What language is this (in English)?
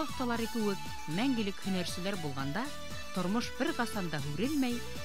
Bashkir